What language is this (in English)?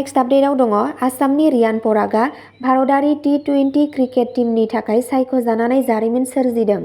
Bodo